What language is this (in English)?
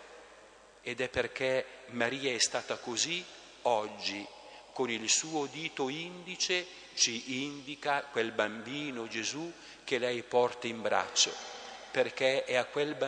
Italian